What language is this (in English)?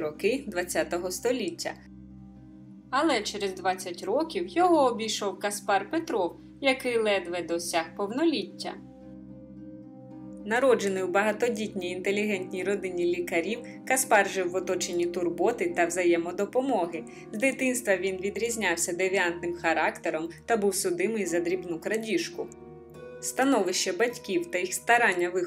Ukrainian